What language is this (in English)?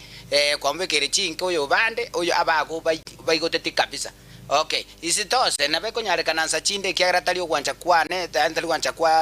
Gusii